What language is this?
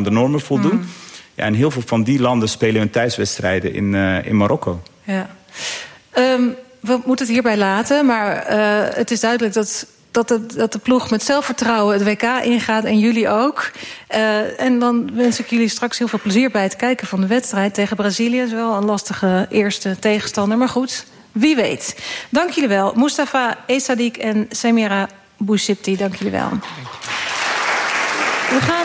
Dutch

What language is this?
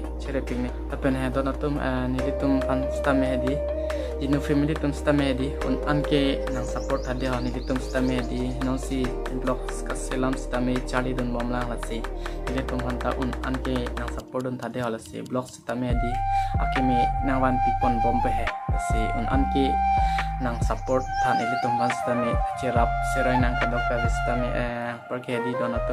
Karbi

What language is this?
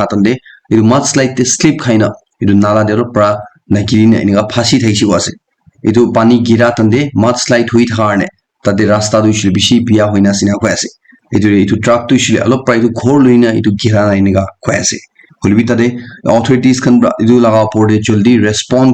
Naga Pidgin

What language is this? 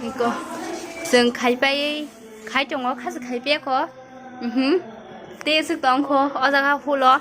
Kok Borok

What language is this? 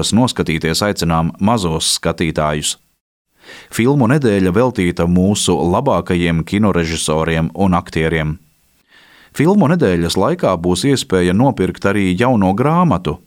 Latvian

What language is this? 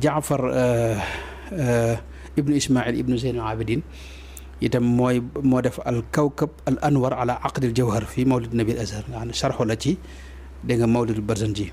Wolof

